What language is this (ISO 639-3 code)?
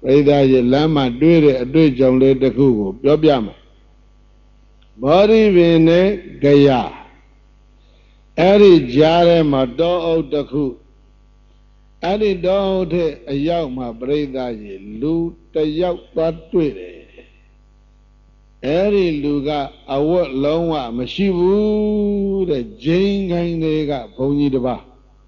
mya